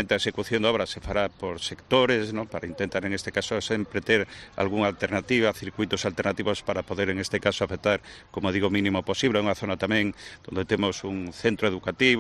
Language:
Galician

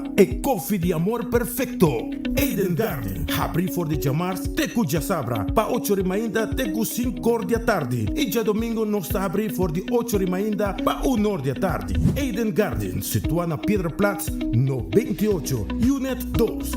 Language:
Papiamento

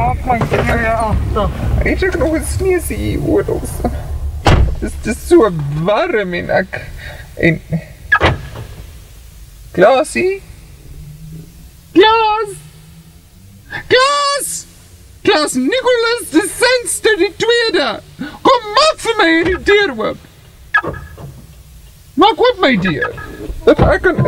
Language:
Afrikaans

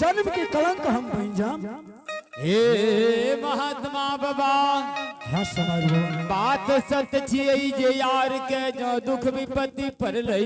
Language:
Angika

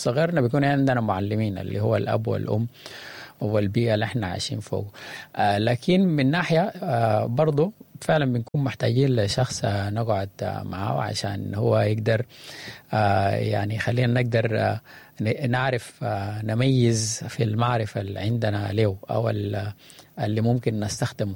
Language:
Sudanese Arabic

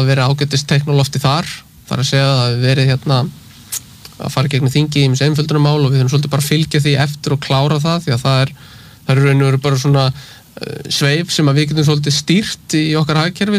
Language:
Icelandic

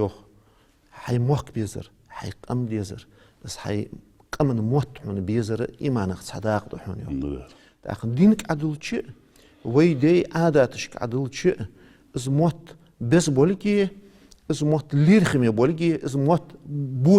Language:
Ingush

